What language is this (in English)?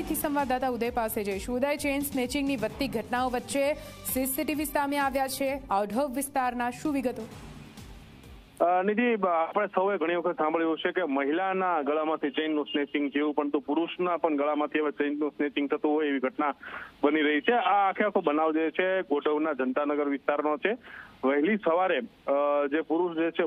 Gujarati